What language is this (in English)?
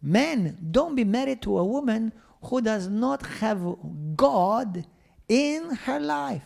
English